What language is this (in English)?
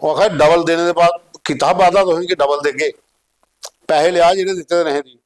Dogri